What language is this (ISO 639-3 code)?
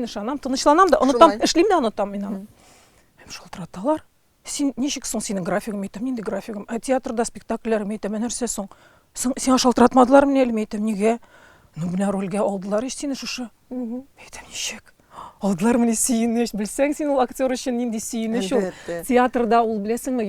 tat